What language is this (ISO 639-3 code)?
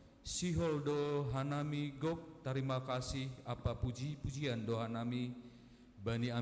bts